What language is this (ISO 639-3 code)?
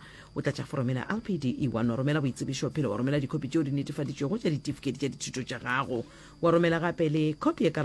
nso